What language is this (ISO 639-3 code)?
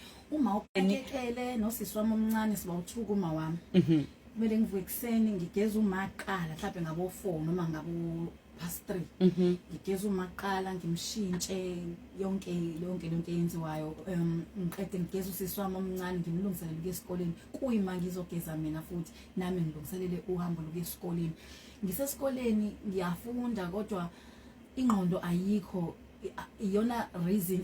zul